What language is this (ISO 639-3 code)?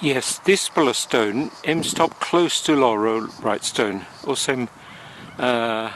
tpi